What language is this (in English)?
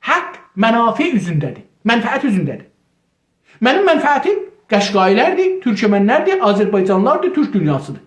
South Azerbaijani